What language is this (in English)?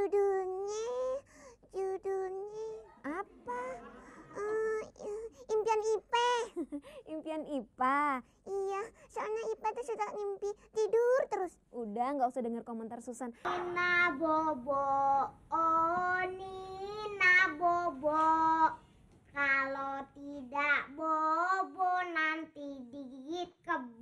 Betawi